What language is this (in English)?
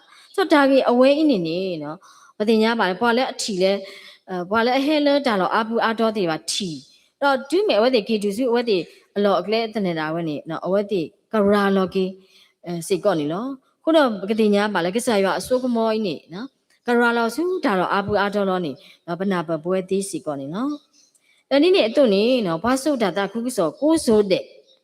S'gaw Karen